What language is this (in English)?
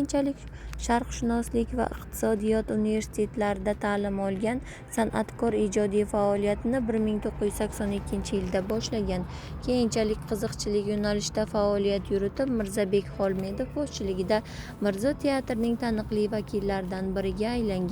Uzbek